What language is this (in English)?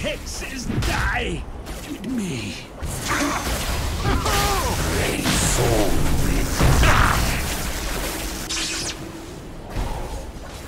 English